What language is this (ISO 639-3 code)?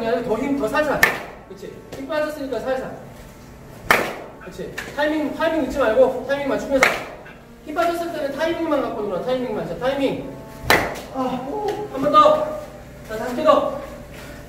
kor